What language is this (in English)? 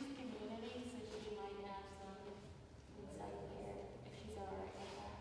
English